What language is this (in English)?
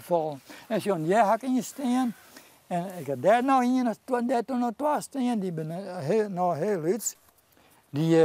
Western Frisian